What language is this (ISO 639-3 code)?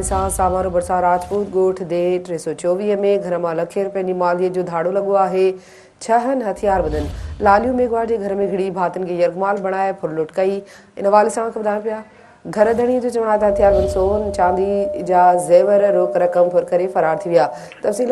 snd